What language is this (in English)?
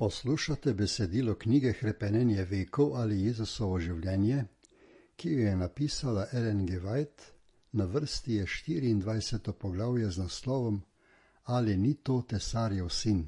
Slovenian